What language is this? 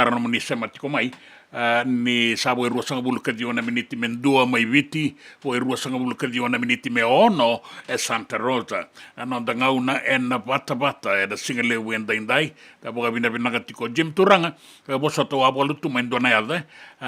Fijian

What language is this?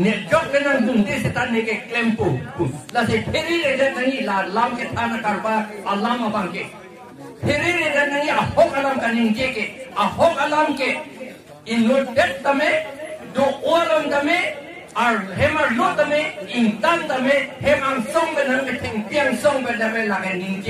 Karbi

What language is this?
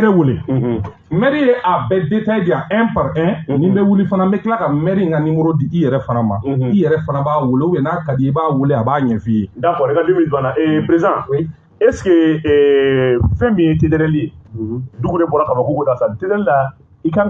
Bambara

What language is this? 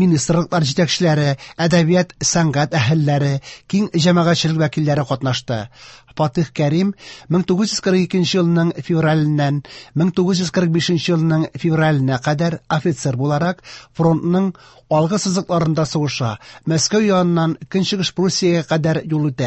Tatar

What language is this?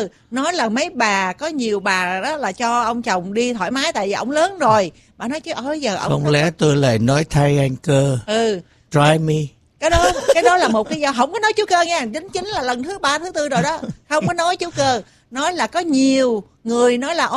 Vietnamese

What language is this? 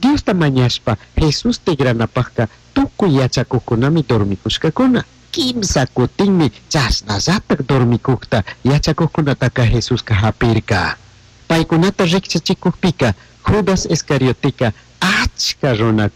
Chimborazo Highland Quichua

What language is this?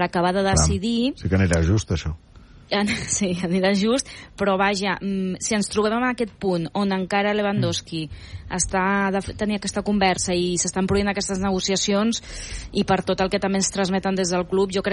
Catalan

